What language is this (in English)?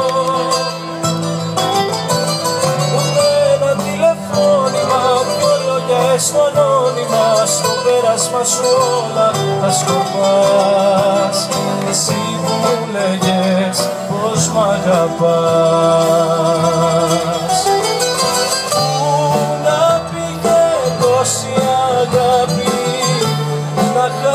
Greek